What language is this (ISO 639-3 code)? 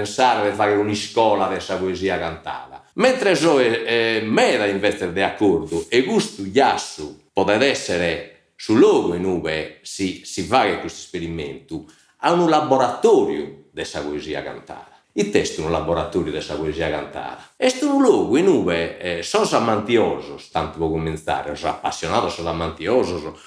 srd